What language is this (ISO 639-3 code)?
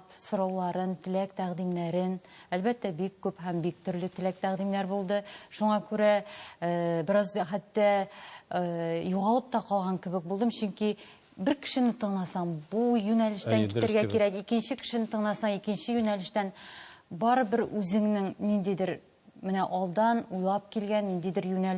tat